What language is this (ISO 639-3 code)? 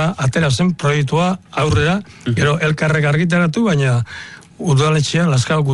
eus